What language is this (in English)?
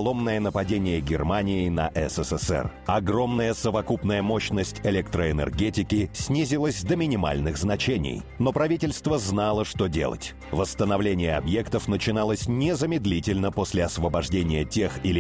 Russian